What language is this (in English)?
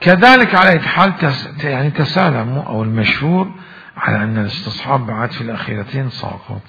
Mesopotamian Arabic